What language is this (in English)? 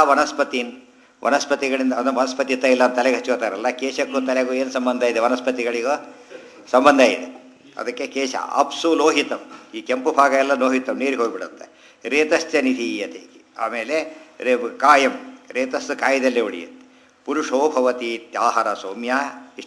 Kannada